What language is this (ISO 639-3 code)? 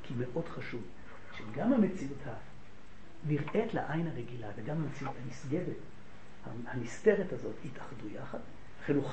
heb